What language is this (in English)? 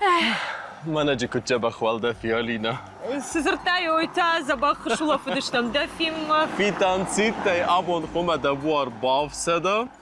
Ossetic